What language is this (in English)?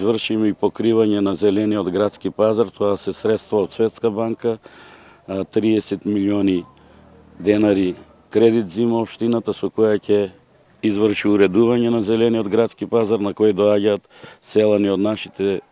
Macedonian